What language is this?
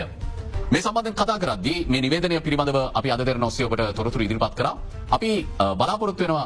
Sinhala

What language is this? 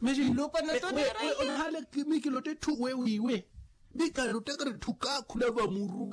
Makhuwa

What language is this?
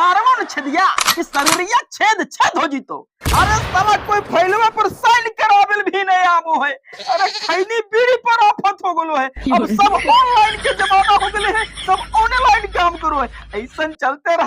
Magahi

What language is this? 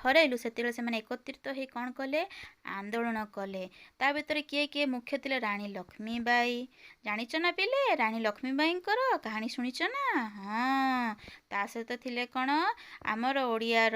Odia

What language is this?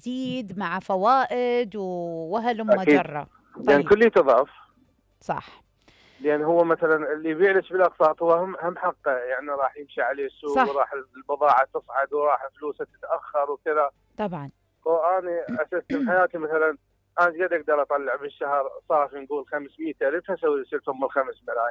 Mesopotamian Arabic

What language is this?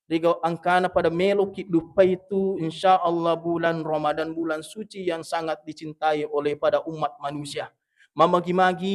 Buginese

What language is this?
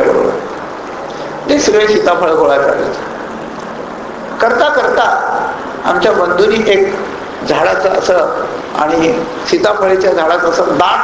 Marathi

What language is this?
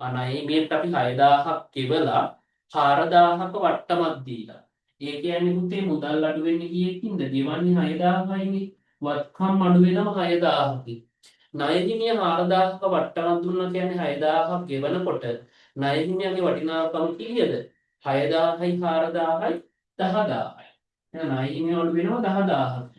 Sinhala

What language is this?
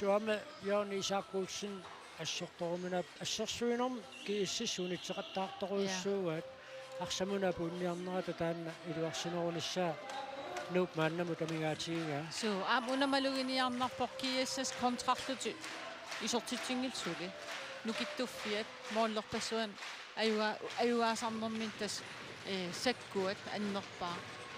Kalaallisut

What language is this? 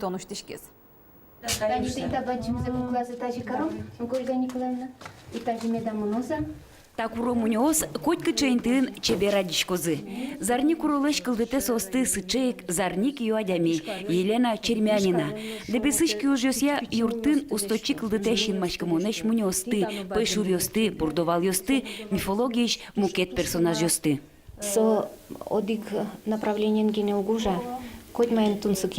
Udmurt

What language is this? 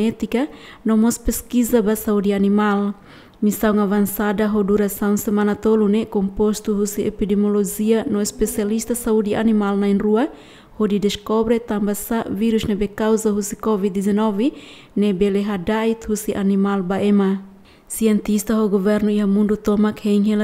Tetum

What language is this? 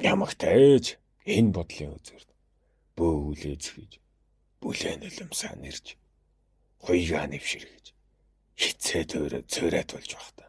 Mongolian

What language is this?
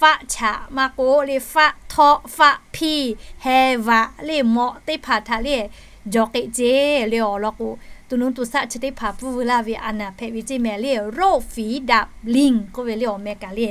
Lahu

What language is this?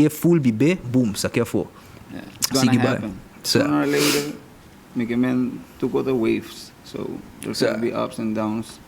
Papiamento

